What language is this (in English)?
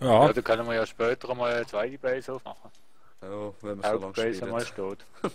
Swiss German